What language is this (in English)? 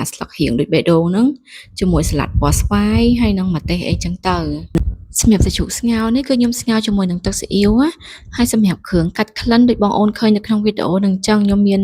Khmer